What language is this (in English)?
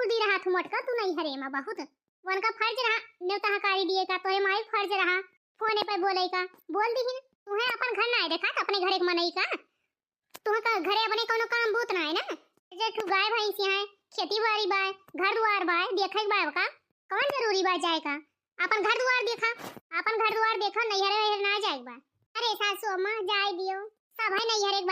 Awadhi